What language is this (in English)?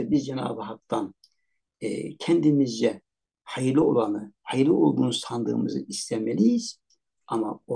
Turkish